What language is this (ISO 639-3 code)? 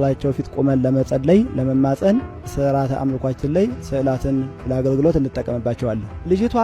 amh